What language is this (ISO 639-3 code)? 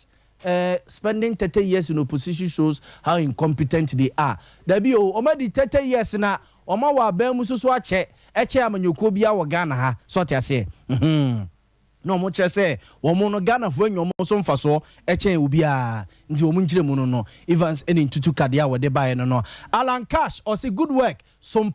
aka